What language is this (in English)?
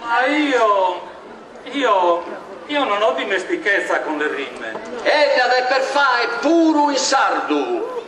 Sardinian